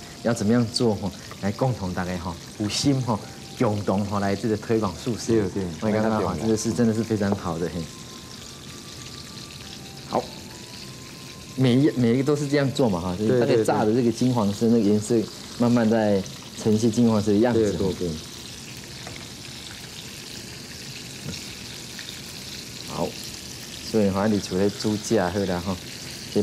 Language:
Chinese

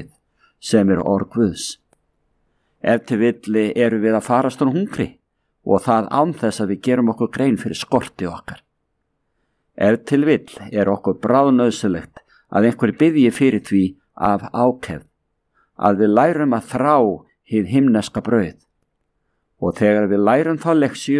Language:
Icelandic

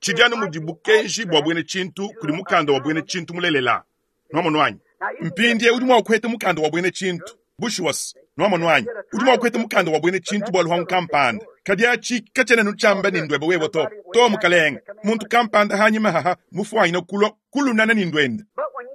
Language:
Luba-Lulua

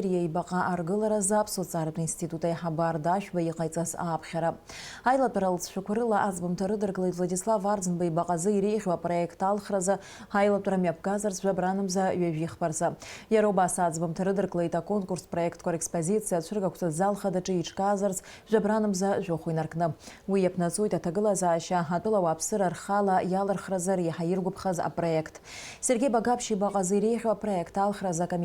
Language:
Abkhazian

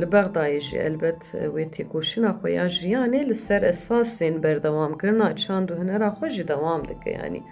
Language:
Kurdish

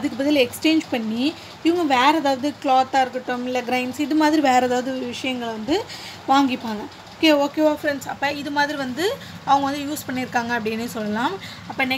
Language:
Tamil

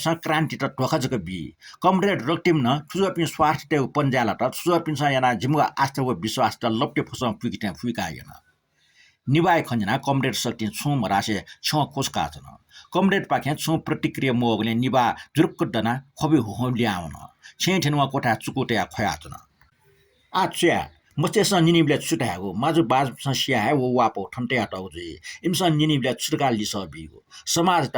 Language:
Newari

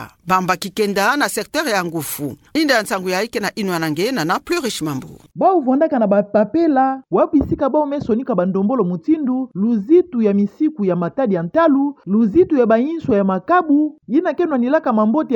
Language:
Kituba (Democratic Republic of Congo)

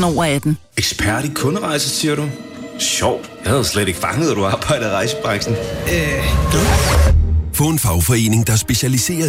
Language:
Danish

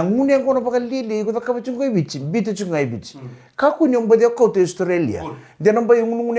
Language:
Fijian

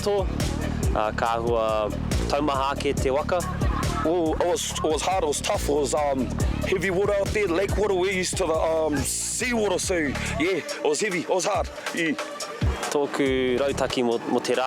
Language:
Māori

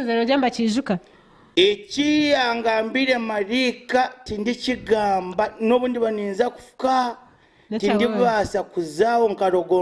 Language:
Nyankole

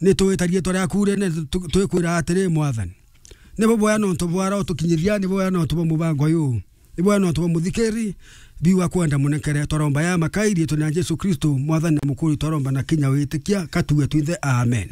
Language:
Meru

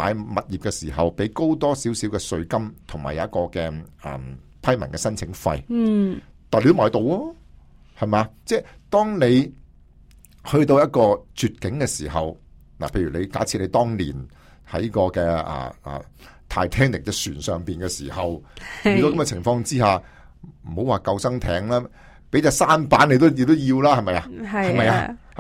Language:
Cantonese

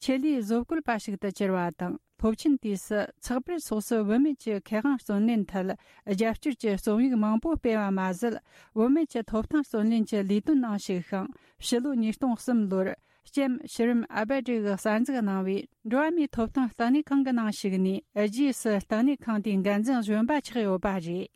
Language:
Tibetan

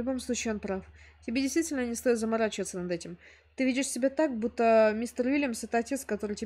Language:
Russian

